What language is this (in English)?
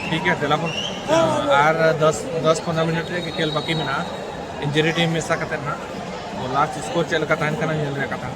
Santali